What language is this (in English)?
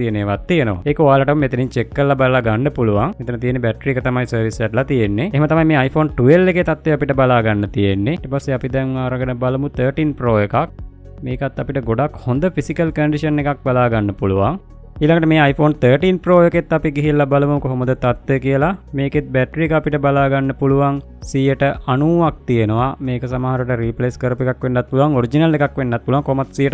Sinhala